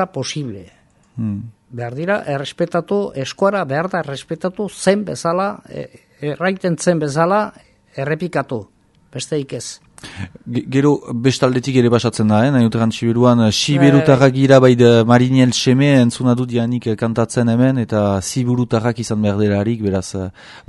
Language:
Basque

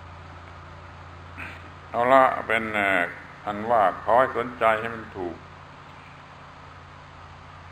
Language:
Thai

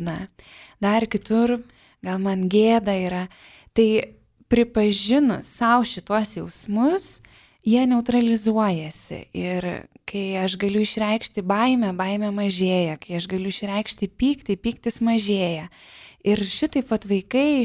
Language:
Lithuanian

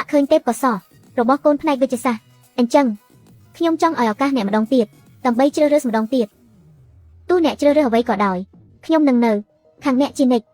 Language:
Khmer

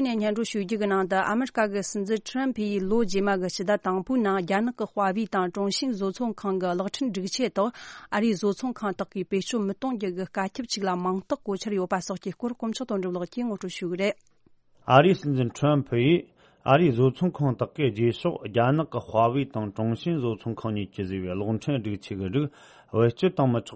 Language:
Tibetan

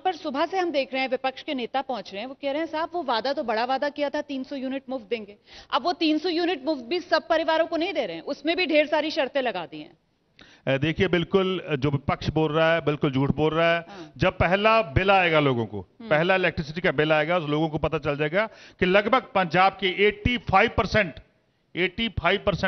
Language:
Hindi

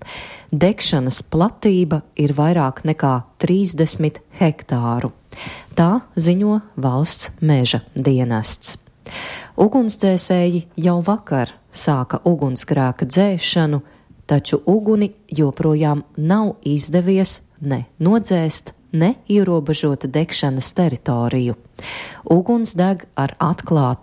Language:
Latvian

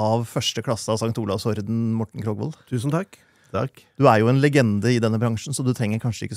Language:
Norwegian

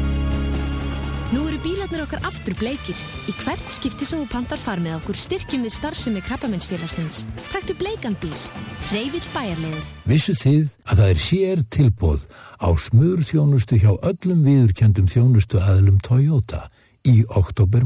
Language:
Icelandic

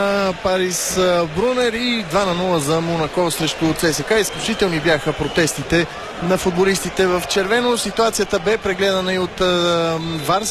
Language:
Bulgarian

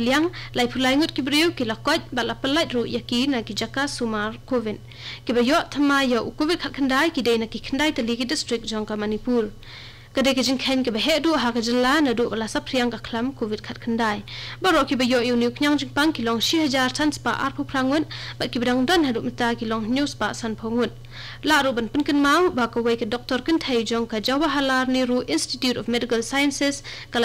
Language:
Khasi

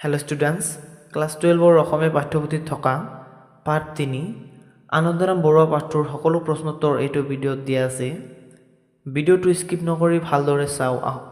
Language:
Assamese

